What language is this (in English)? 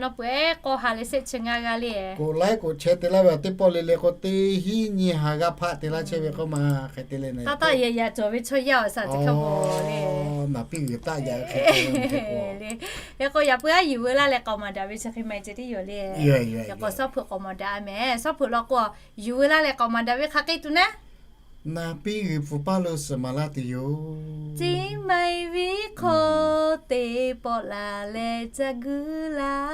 Lahu